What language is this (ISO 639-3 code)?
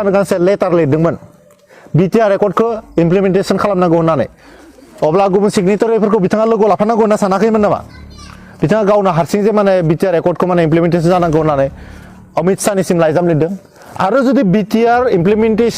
brx